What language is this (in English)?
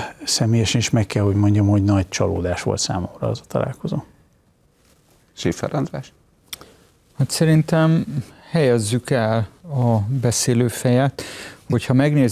Hungarian